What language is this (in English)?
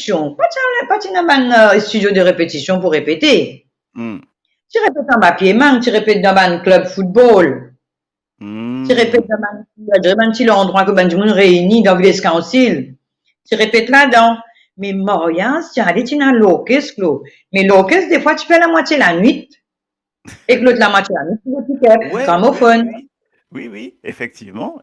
Morisyen